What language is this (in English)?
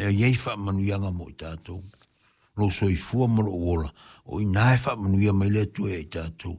Samoan